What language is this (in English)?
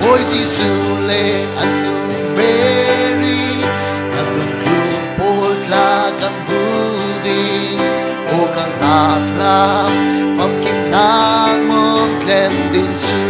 Falam Chin